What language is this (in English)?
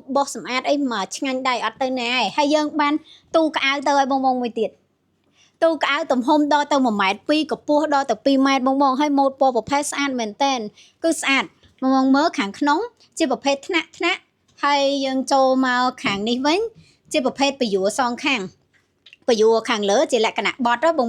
Khmer